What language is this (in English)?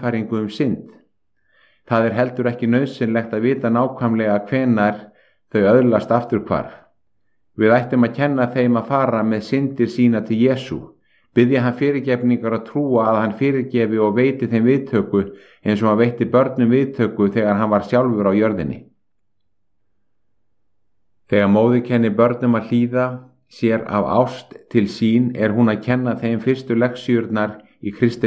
Icelandic